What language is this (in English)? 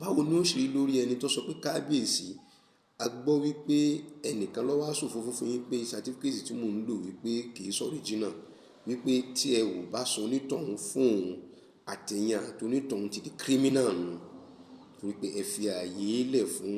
Yoruba